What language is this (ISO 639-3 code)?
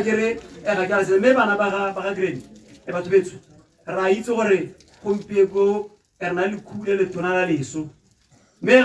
tsn